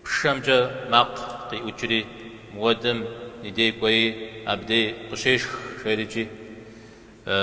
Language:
Kabardian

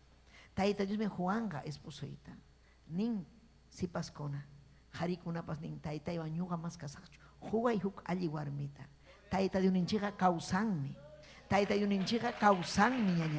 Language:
Ayacucho Quechua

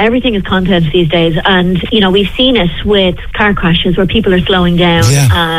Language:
English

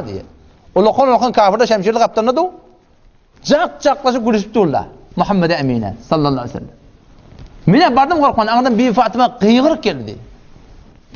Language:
Turkmen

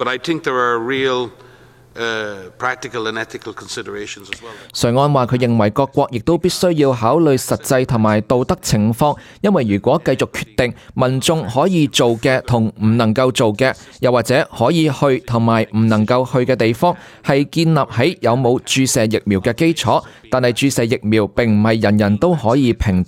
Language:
Cantonese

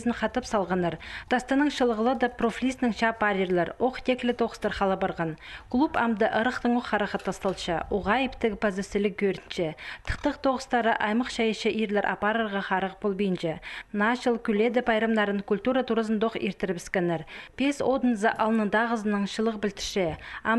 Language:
Khakas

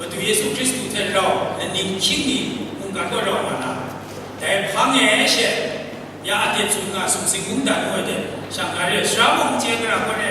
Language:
Kachin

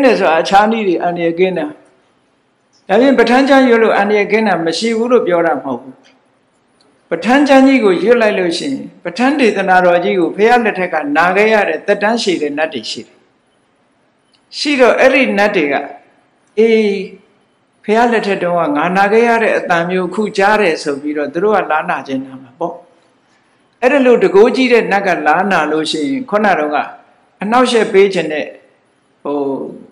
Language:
Burmese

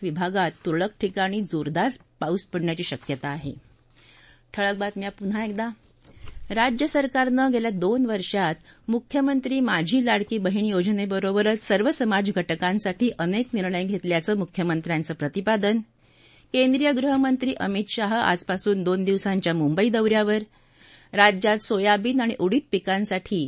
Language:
Marathi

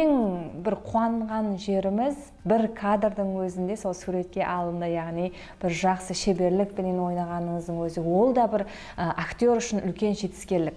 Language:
Kara-Kalpak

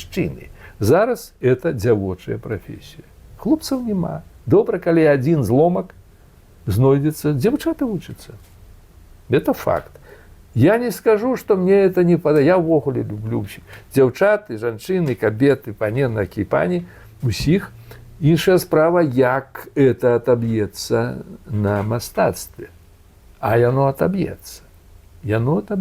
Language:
Belarusian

